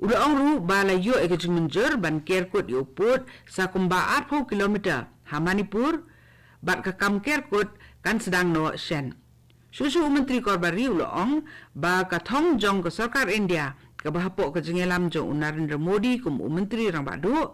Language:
Khasi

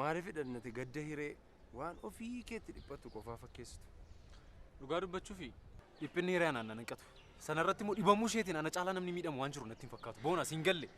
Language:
Oromo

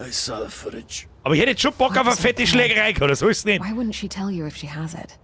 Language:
Bavarian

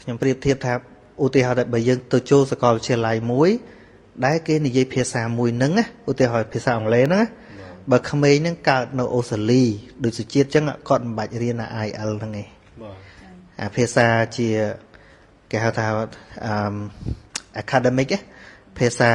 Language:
Khmer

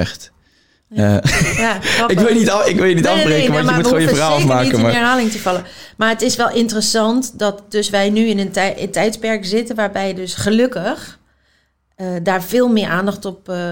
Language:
Dutch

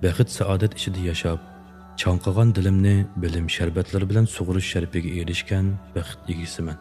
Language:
Uyghur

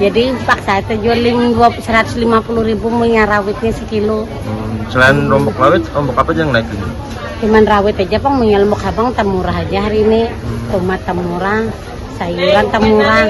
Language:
Banjar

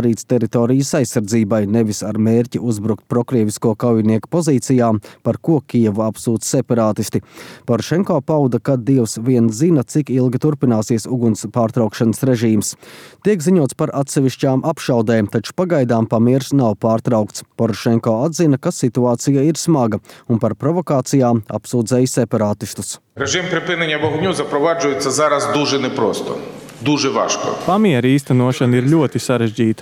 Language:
Latvian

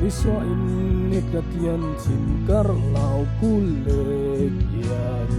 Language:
Falam Chin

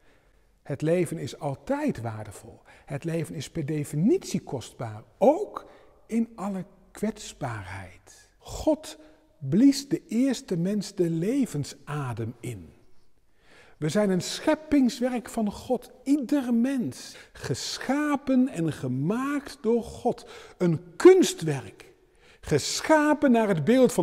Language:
Dutch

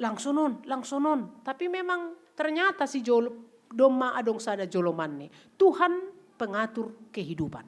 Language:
Batak Simalungun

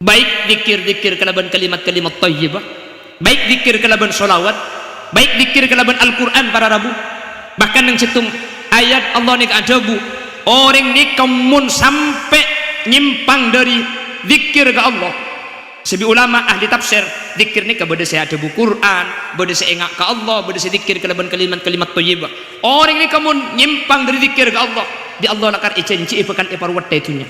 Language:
Madurese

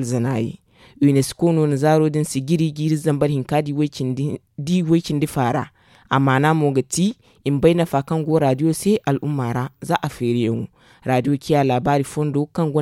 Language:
Zarma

